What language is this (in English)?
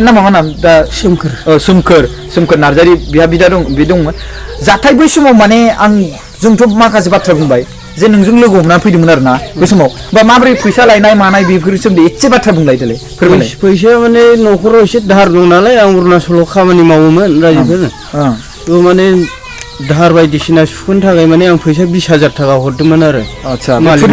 Bodo